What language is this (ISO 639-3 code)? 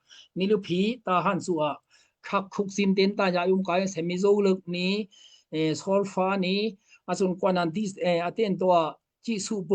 dao